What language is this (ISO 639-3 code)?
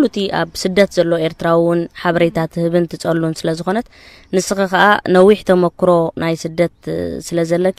tir